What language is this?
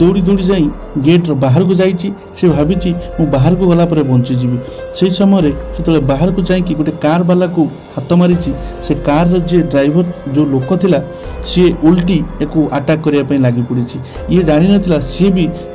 Odia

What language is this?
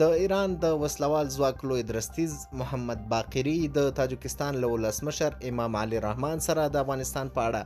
Pashto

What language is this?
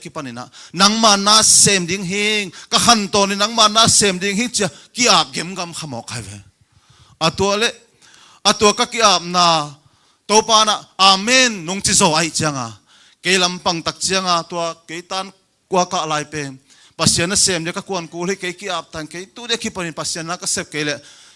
Tedim Chin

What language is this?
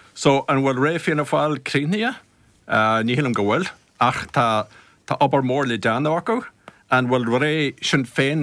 Irish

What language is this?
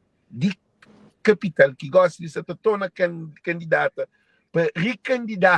Kabuverdianu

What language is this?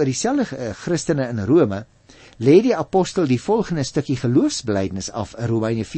Afrikaans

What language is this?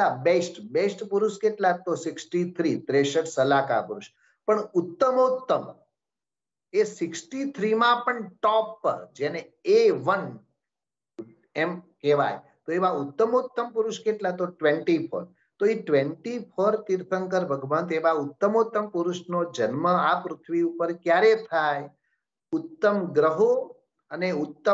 Gujarati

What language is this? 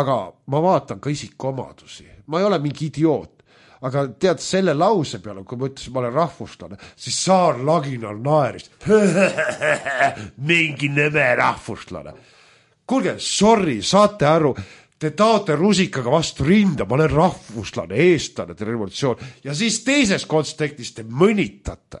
Estonian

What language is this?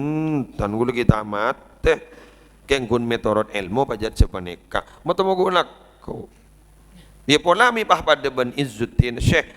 Madurese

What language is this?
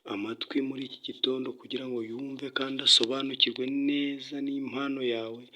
Kinyarwanda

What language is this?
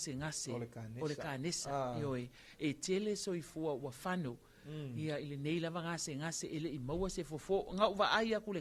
Samoan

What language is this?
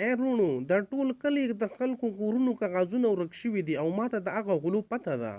Pashto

